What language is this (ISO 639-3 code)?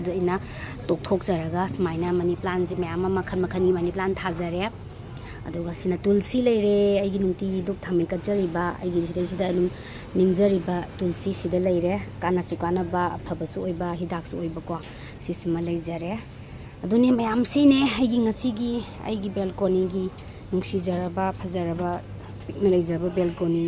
mni